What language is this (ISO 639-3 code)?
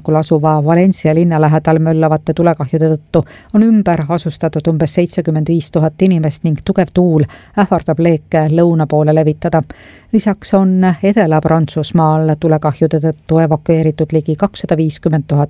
est